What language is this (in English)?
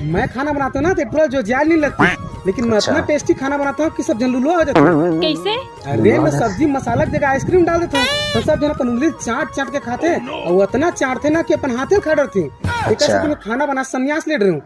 Chhattisgarhi